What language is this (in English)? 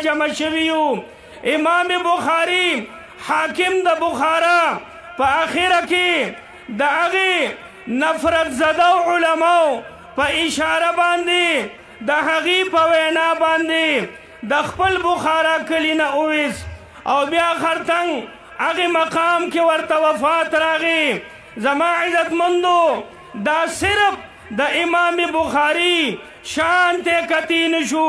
Pashto